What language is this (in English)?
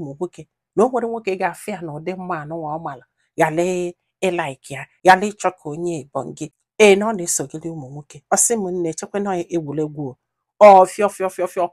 Igbo